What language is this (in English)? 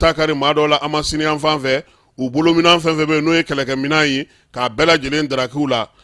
Bambara